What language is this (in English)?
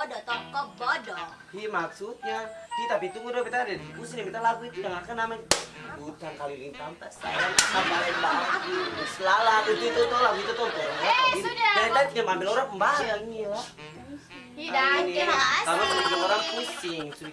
Ambonese Malay